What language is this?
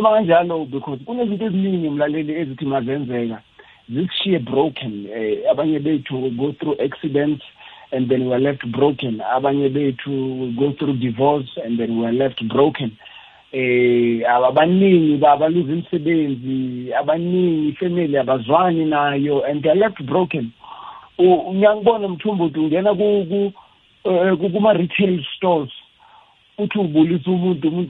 South Ndebele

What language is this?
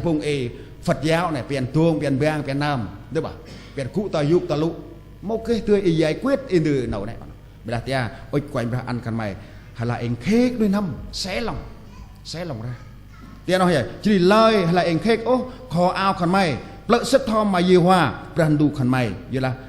Central Mnong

